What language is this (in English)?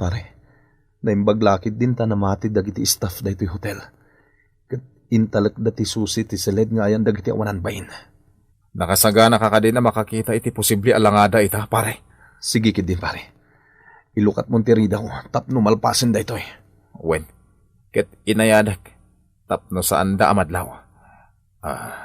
Iloko